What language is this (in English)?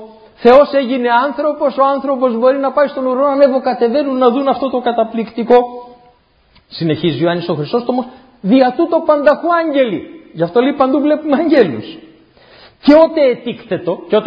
Greek